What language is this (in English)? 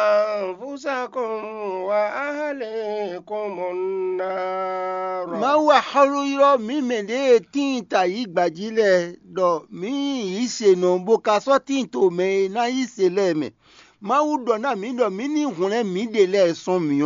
Fon